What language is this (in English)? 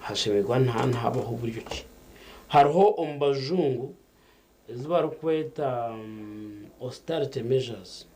Nyankole